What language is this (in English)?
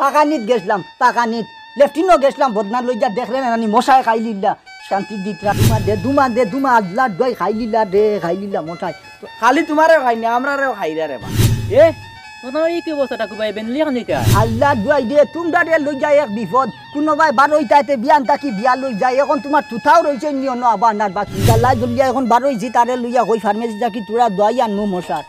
Sylheti